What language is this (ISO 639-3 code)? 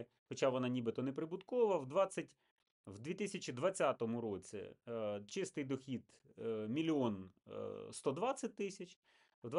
ukr